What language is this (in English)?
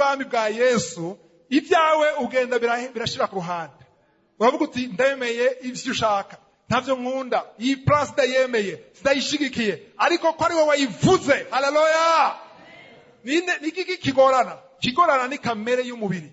Rundi